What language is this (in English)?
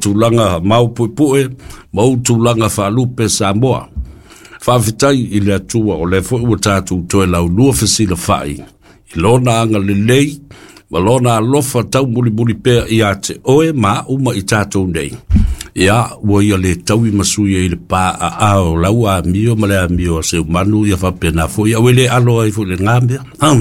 Samoan